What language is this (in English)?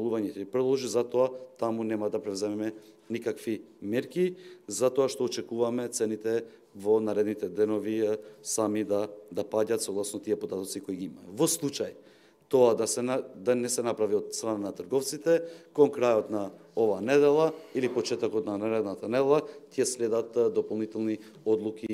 Macedonian